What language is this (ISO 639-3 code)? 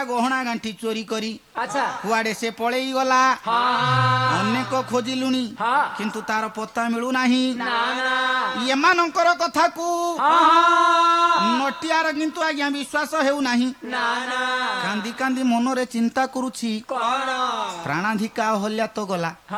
ori